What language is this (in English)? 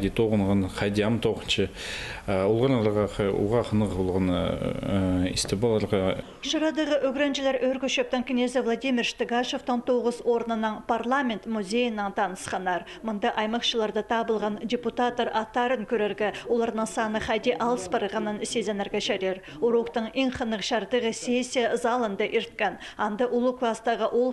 Khakas